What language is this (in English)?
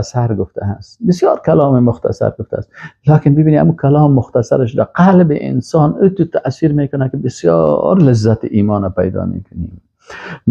Persian